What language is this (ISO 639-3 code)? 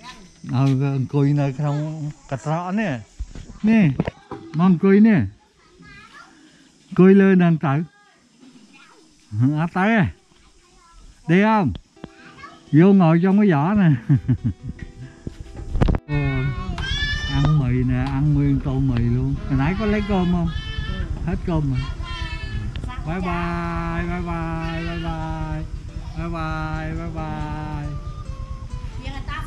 vie